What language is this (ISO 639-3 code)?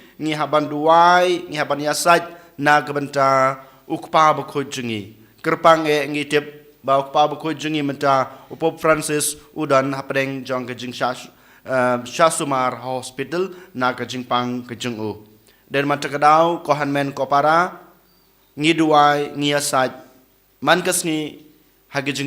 kha